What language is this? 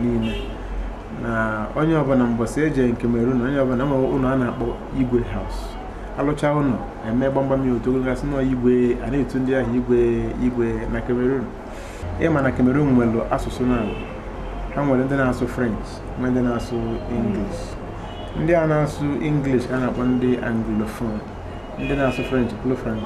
Igbo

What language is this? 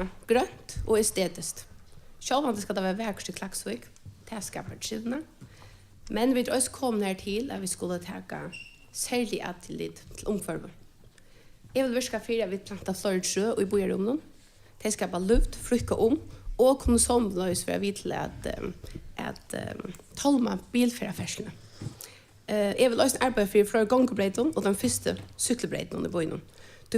Faroese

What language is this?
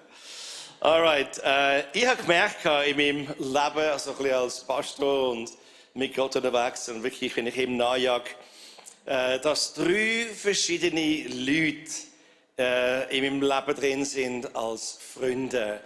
Swiss German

